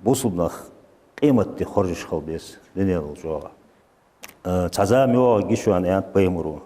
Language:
Ingush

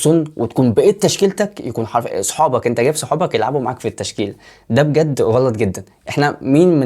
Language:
Egyptian Arabic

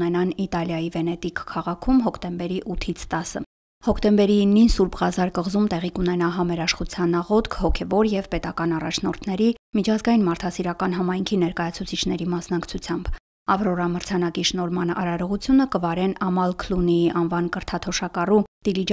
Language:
Armenian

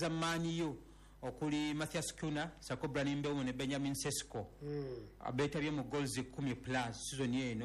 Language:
Ganda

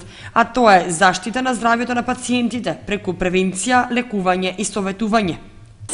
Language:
Macedonian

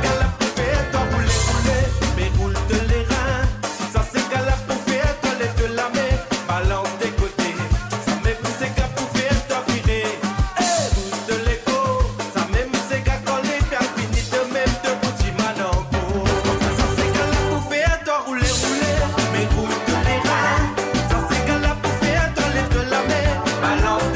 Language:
Morisyen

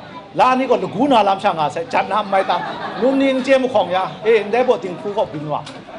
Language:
Kachin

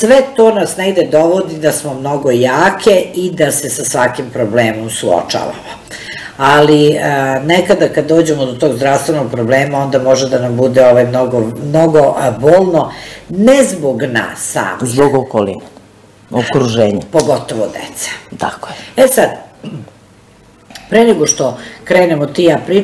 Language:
Serbian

